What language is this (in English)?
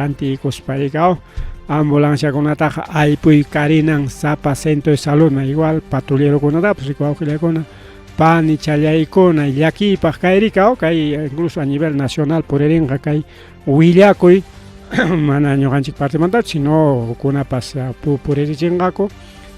Ayacucho Quechua